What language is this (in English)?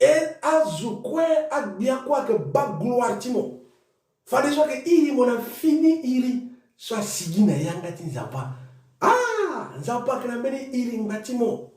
Sango